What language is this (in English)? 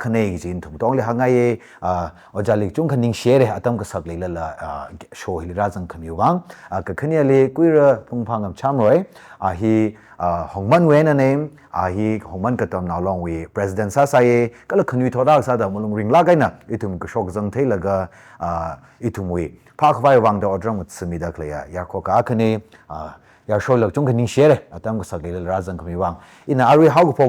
Tangkhul Naga (India)